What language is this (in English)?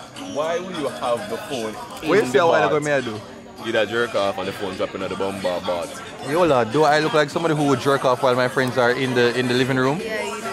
Jamaican Creole English